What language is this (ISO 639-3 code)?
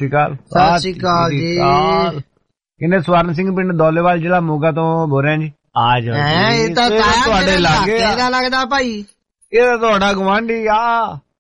pan